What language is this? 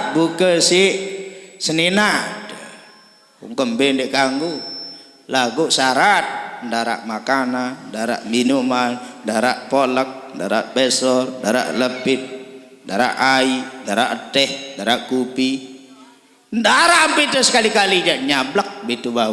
Sasak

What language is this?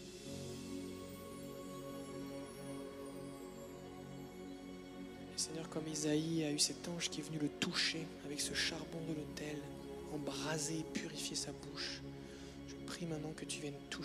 French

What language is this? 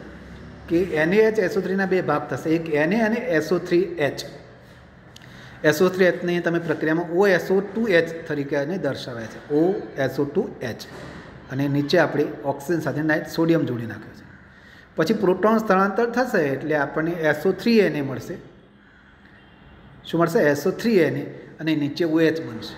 Gujarati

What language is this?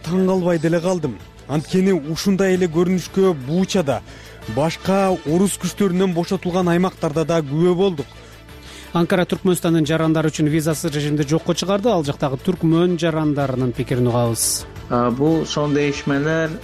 Kyrgyz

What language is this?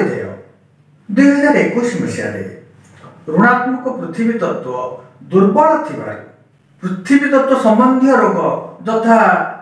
Odia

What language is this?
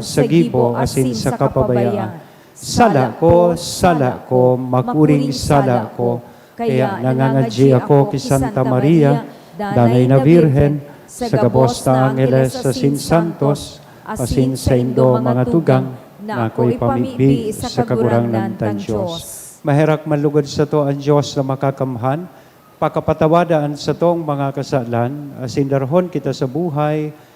Bikol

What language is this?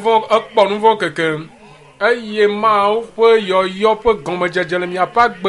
Ewe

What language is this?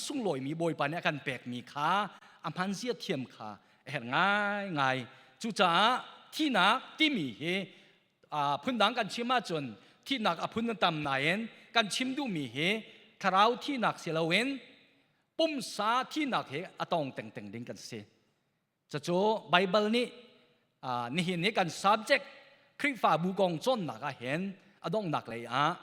Hakha Chin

